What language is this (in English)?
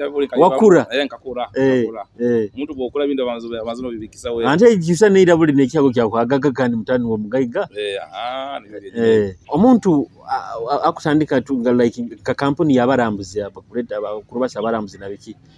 Nyoro